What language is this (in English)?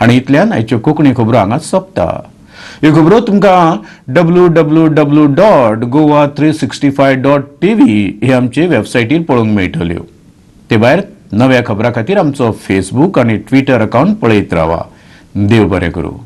Konkani